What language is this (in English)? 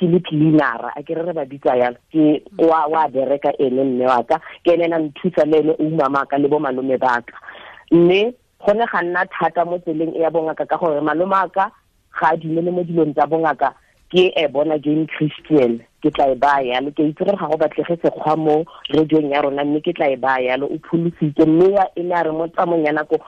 Tswana